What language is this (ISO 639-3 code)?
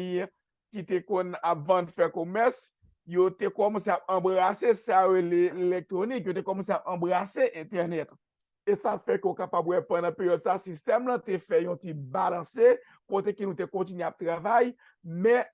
hat